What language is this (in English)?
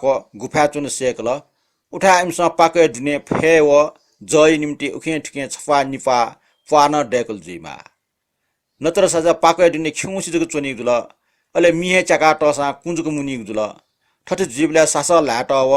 Newari